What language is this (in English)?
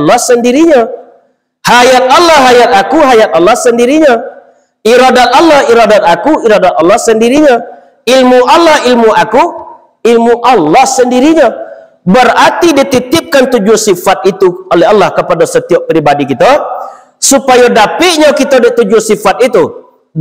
Minangkabau